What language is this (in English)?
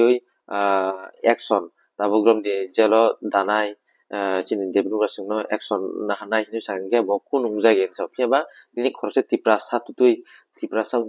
Kok Borok